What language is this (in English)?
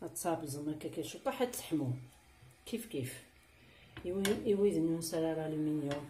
Kabyle